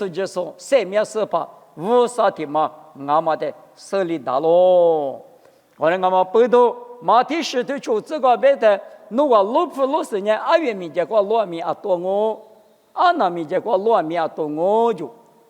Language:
Lisu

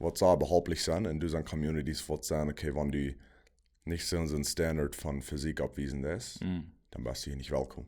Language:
Plautdietsch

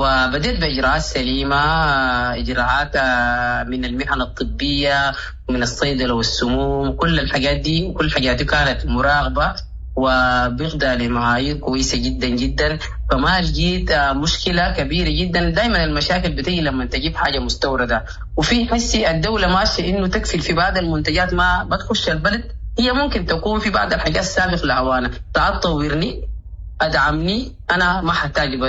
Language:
Sudanese Arabic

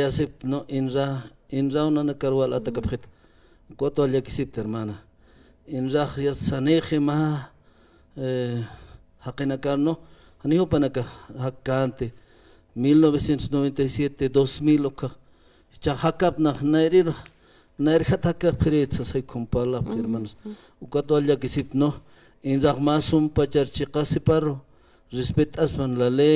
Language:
Aymara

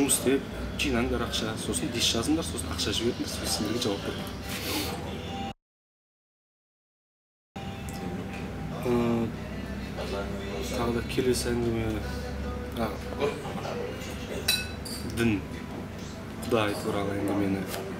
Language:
Kazakh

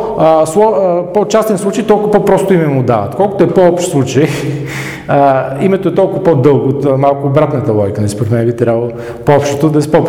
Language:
Bulgarian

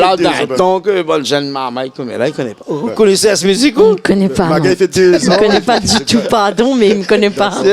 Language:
Réunion Creole French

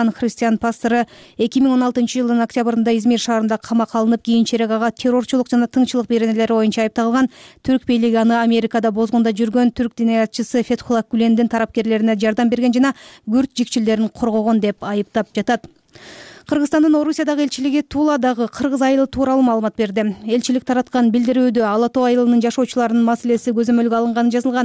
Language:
Kyrgyz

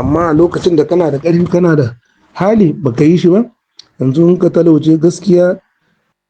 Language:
Hausa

